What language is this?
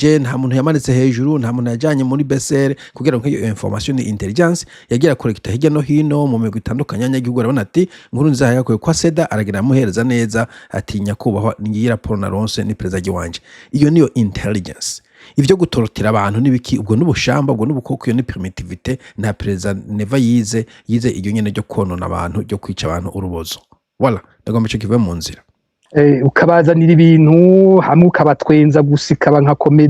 Rundi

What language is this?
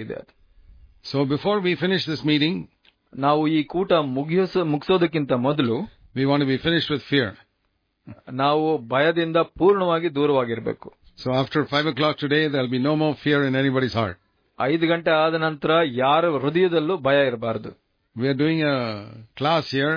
Kannada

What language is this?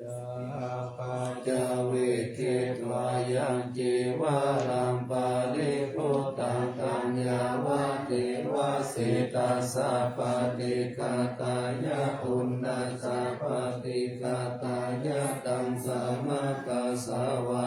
Pali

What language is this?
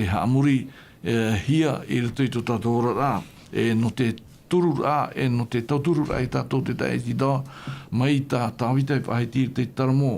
Tahitian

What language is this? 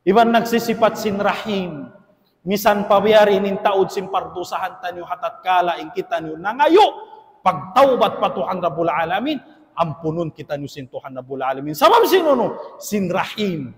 Tausug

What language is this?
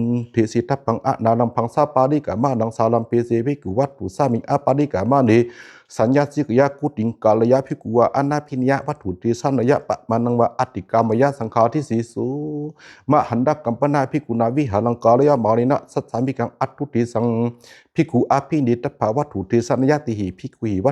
Pali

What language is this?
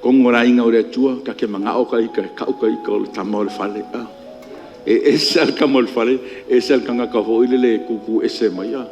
Samoan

